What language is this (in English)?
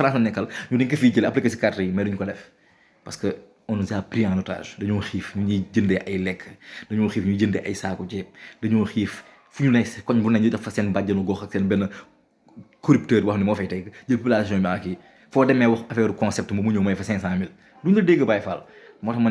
Wolof